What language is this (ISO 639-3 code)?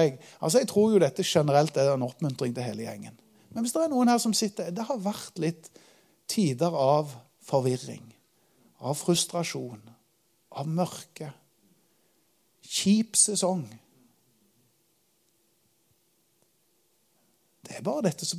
nor